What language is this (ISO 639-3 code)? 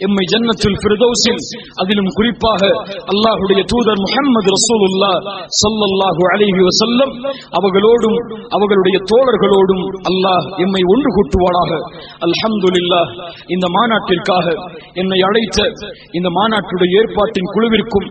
tam